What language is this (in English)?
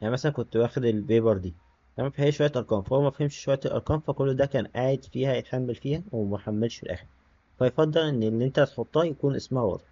Egyptian Arabic